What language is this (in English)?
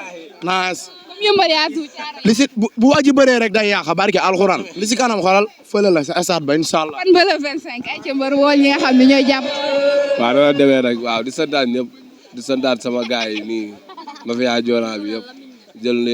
Wolof